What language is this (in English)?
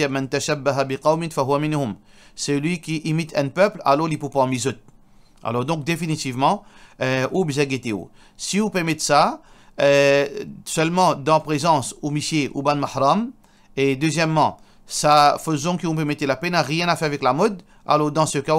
Morisyen